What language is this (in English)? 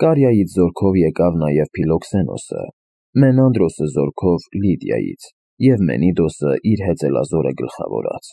Armenian